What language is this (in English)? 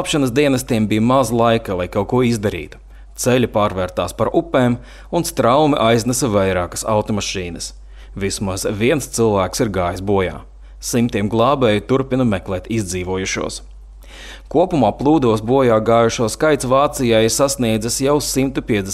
Latvian